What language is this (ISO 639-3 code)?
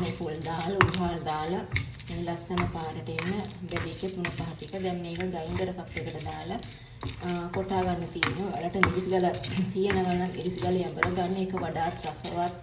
sin